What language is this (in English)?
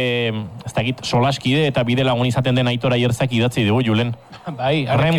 Basque